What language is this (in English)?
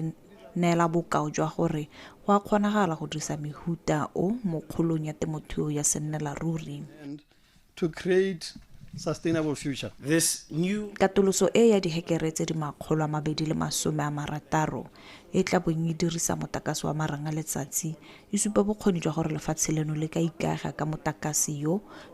Tswana